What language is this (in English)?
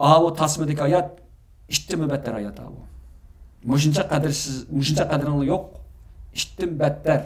Uyghur